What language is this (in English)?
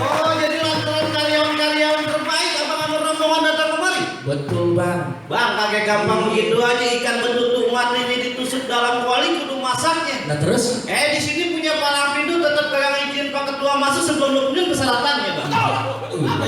Betawi